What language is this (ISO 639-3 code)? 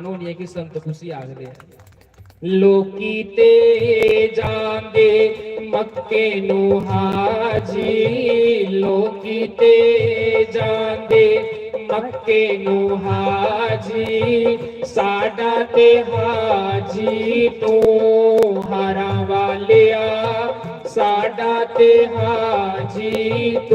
doi